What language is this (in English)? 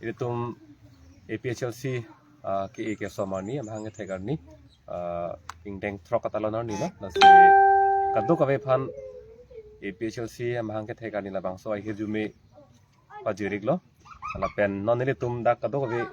Karbi